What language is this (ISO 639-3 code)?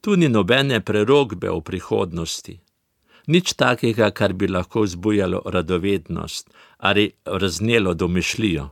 slv